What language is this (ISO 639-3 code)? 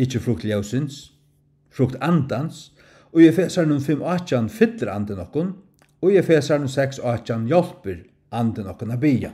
fao